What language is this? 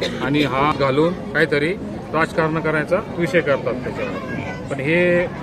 Marathi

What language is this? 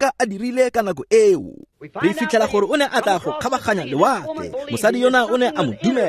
Tswana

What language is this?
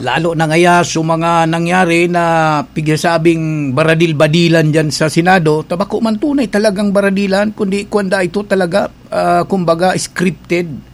Bikol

